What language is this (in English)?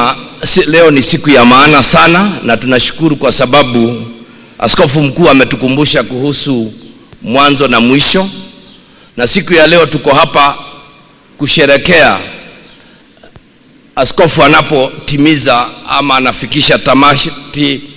Swahili